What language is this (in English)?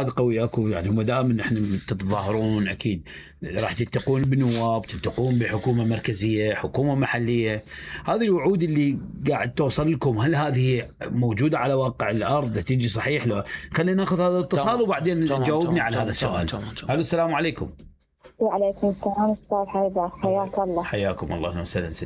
Mesopotamian Arabic